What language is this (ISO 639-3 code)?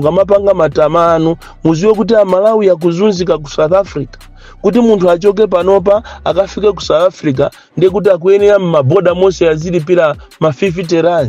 nya